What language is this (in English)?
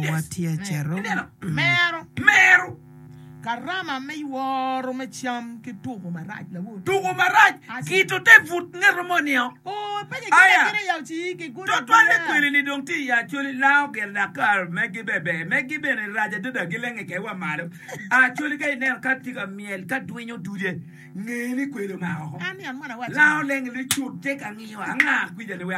Acoli